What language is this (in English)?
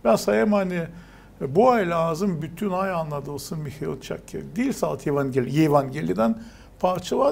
Gagauz